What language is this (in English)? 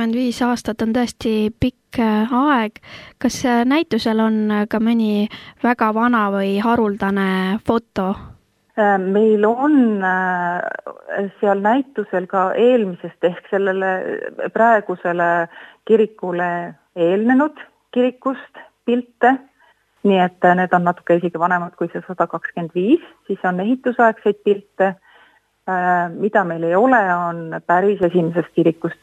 Estonian